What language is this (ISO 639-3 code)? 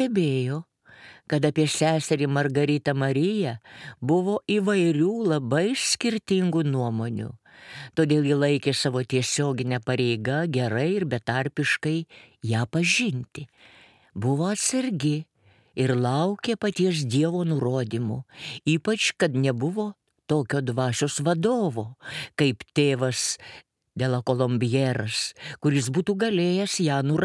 lit